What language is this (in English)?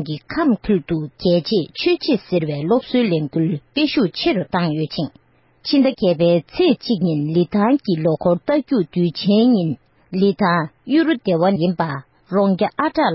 Tibetan